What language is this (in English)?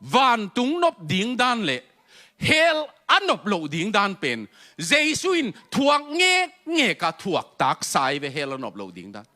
Tedim Chin